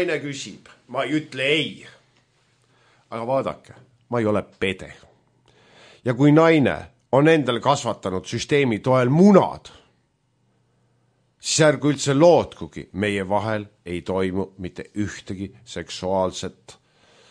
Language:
Estonian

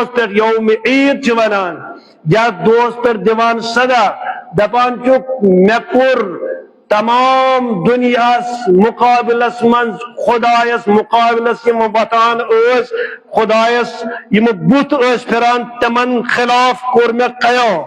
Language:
Kashmiri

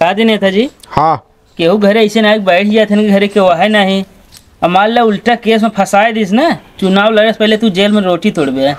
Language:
Awadhi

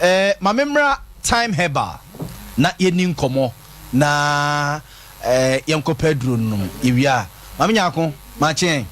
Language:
Akan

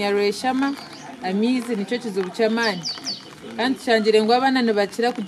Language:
Nyankole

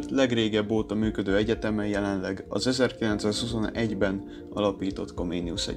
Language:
Hungarian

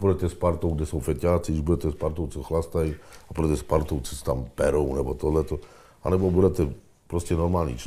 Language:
Czech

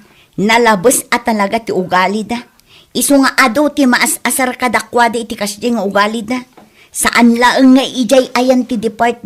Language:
Iloko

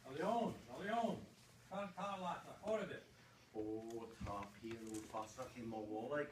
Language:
Irish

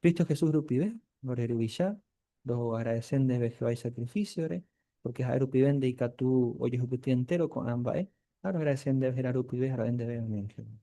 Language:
Guarani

